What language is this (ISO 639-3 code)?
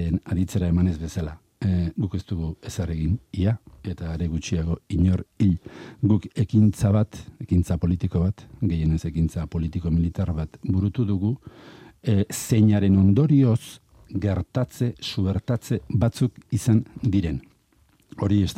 eus